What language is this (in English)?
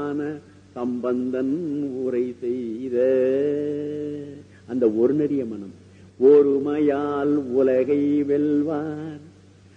Tamil